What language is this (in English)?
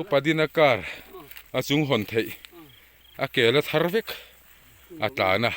Mizo